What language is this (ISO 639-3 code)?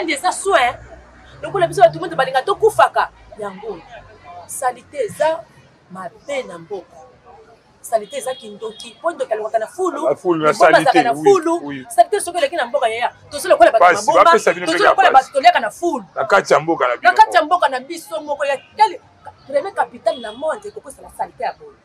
lin